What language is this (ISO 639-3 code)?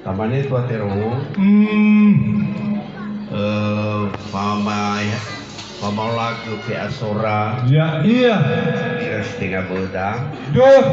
nia